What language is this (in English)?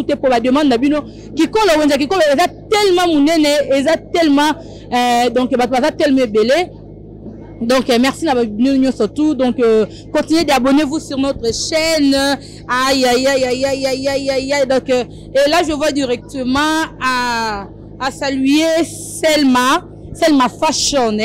Lingala